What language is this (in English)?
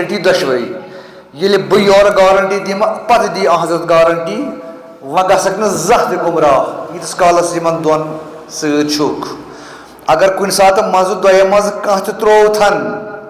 Kashmiri